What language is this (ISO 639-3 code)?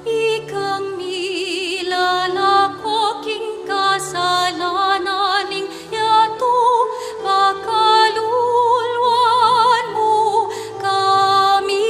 pam